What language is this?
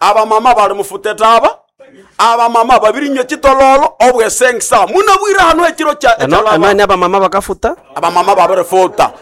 Nande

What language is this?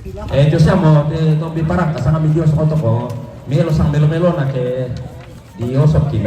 Toraja-Sa'dan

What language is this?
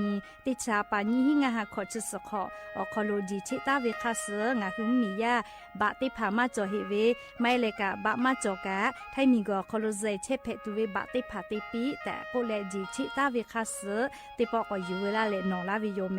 Lahu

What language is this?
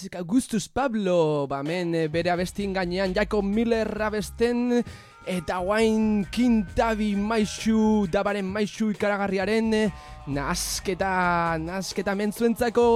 Basque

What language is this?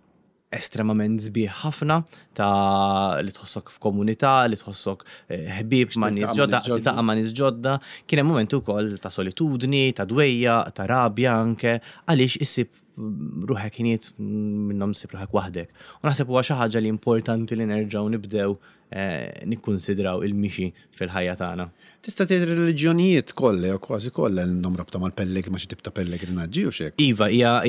Maltese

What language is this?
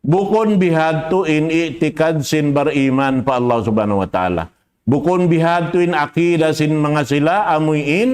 Tausug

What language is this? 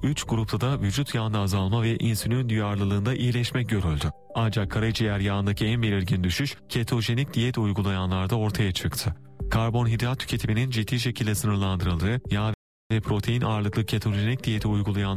Turkish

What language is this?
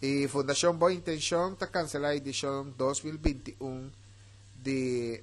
Papiamento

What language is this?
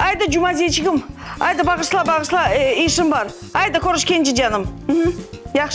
Crimean Tatar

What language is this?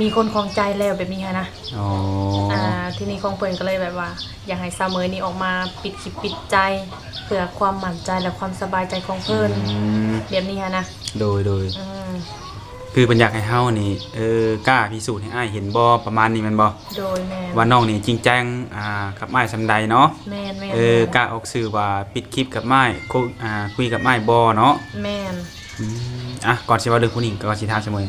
Lao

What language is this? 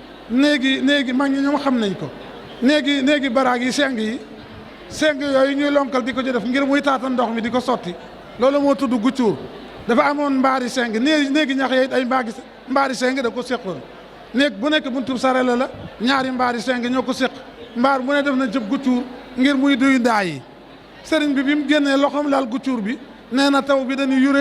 Wolof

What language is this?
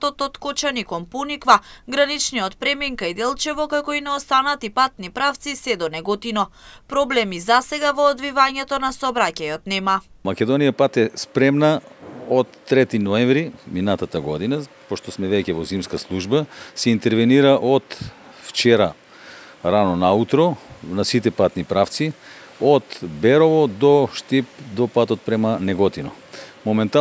Macedonian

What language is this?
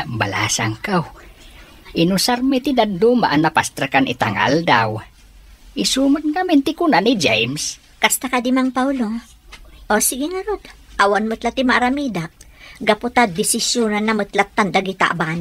Iloko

